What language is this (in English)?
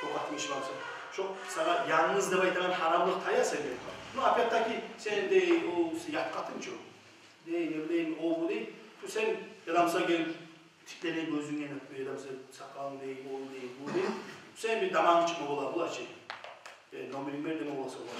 Kumyk